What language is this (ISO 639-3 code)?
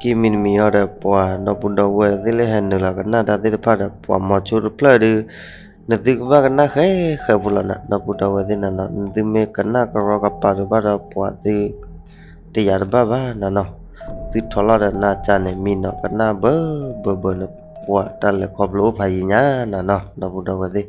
ksw